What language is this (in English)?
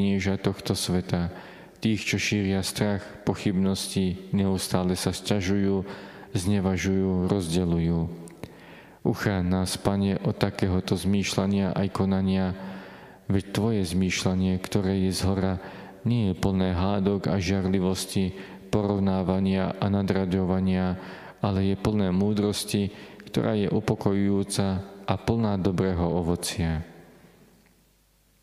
Slovak